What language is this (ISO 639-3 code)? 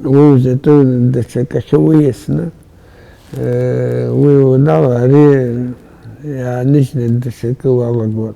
abk